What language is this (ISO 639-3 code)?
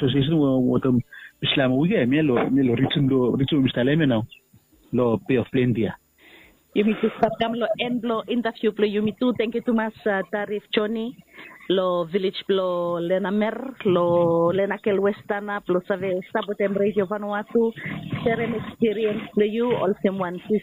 bis